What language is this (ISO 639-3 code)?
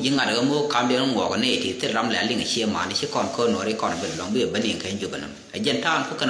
nus